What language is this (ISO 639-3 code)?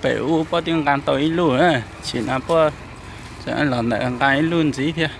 hmn